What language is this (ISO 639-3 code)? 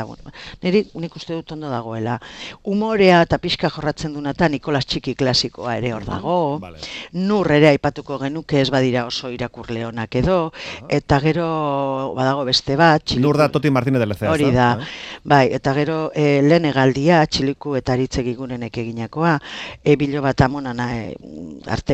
eus